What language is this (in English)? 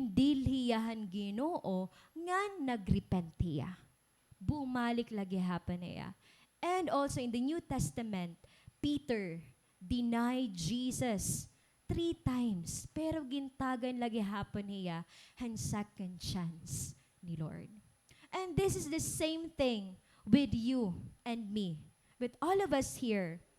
Waray